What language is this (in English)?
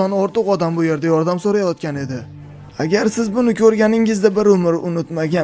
Uzbek